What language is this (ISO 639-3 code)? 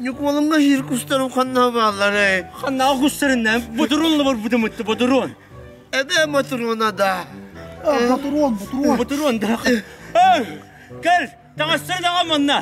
sah